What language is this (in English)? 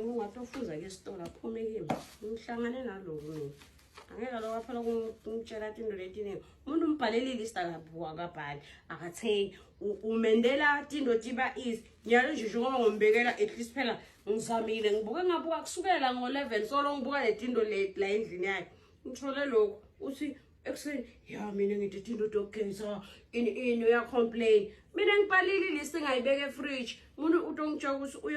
Zulu